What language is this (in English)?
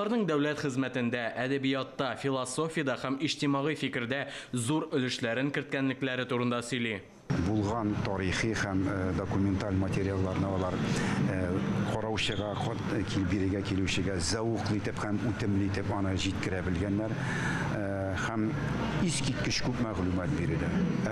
Tatar